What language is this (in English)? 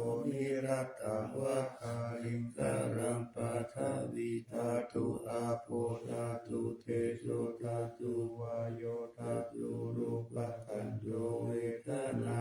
Pali